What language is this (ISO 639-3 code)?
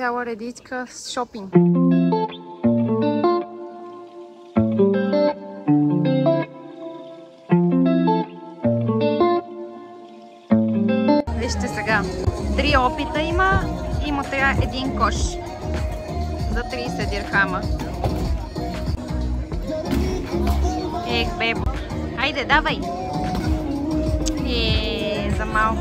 bul